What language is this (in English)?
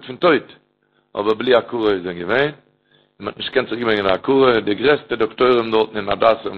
Yiddish